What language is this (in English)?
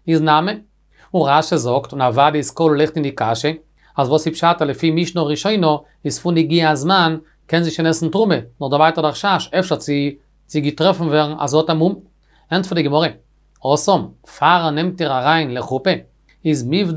Yiddish